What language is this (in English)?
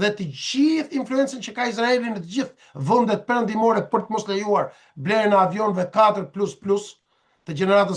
Albanian